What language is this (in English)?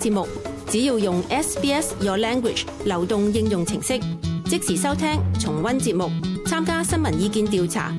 Cantonese